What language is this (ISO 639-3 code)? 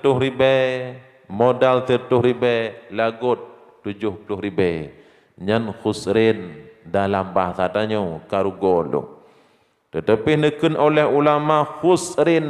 ace